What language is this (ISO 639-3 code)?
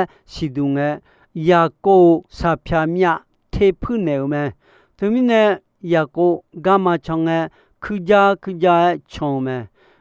ahk